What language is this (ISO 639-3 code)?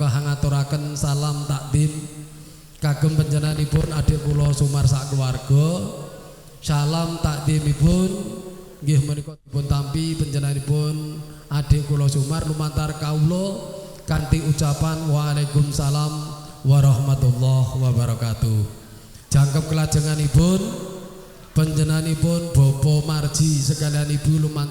jav